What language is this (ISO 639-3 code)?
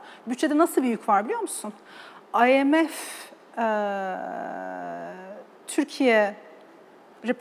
tur